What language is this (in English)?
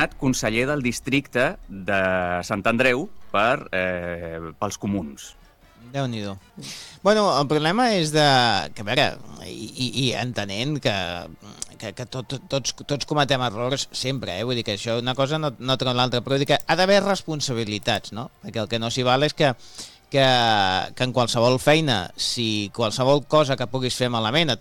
Catalan